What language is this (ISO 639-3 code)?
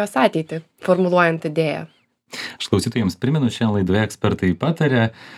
lit